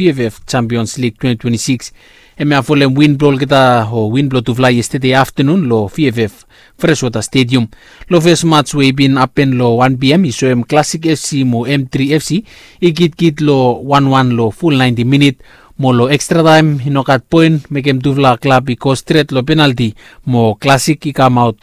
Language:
Bislama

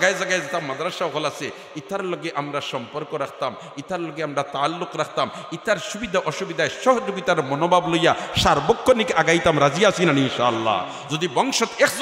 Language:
Sylheti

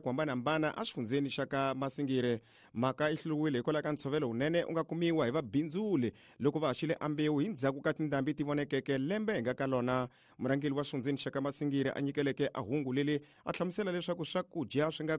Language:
Tsonga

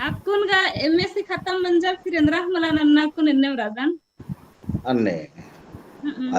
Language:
Kurukh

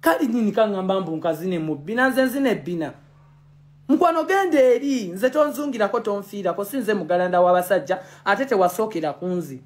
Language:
Ganda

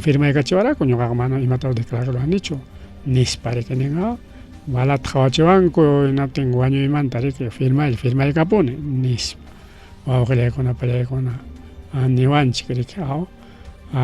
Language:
Ayacucho Quechua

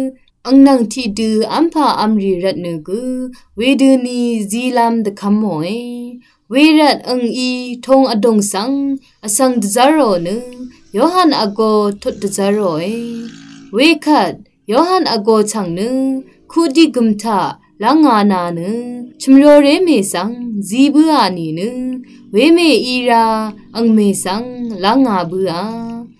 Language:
Rawang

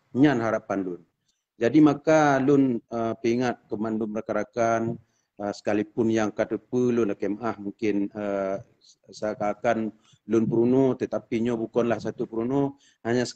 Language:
Achinese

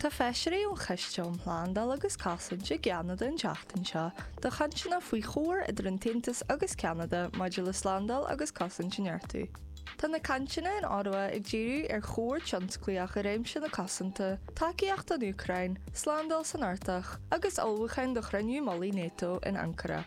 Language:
Irish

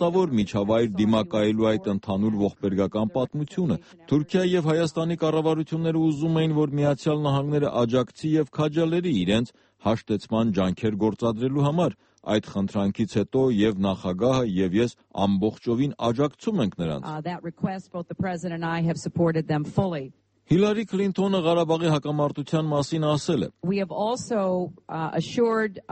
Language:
Armenian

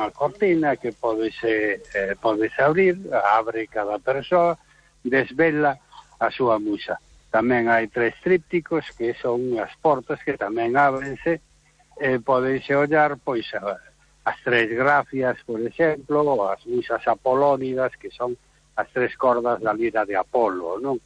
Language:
Galician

